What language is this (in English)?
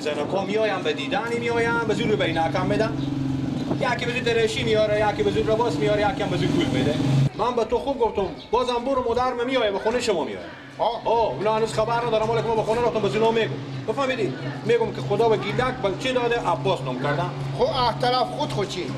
Persian